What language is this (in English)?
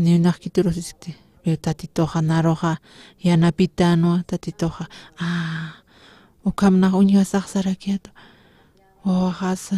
Aymara